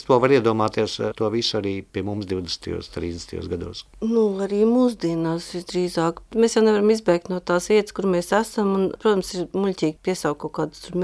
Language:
Latvian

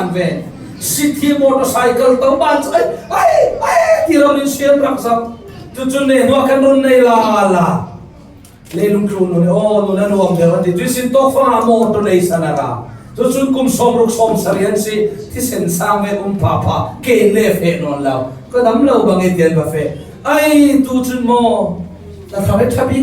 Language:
Falam Chin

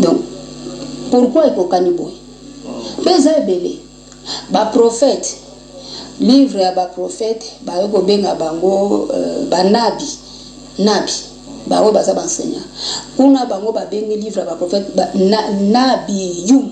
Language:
Lingala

